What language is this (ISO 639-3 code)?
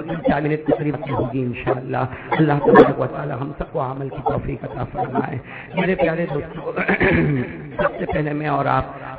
urd